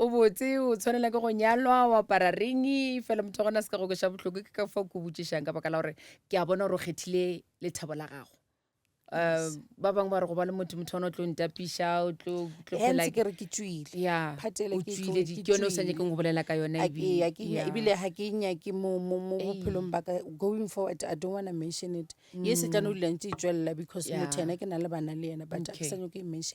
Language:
Northern Sotho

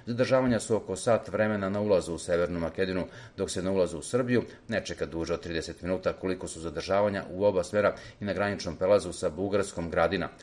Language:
Serbian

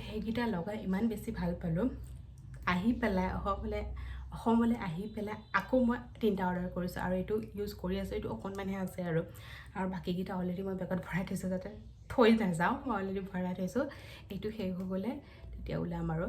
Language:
Assamese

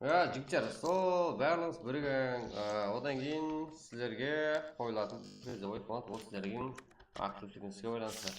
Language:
Kara-Kalpak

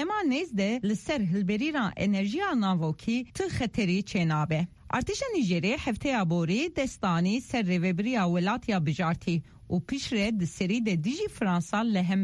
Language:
Kurdish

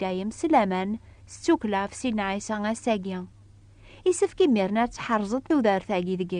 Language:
Kabyle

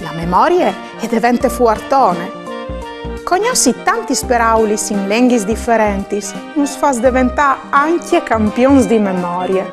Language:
Friulian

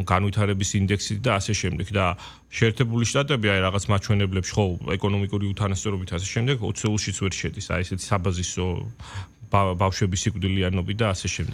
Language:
Georgian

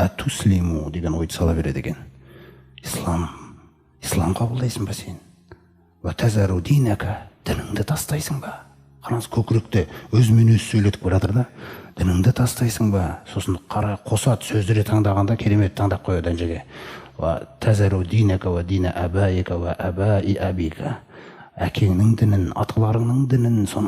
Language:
Kazakh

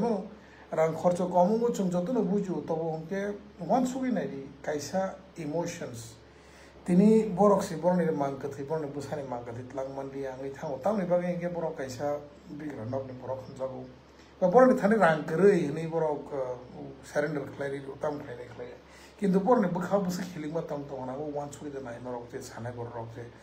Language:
Kok Borok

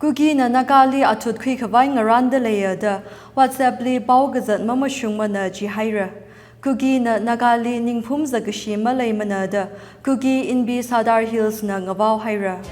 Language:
Tangkhul Naga (India)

